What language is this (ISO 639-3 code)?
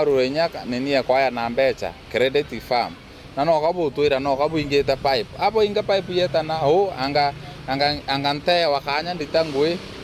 mer